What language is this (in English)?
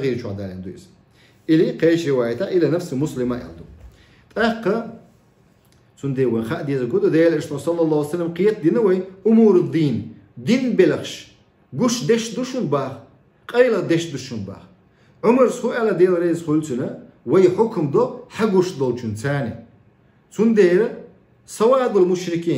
Chechen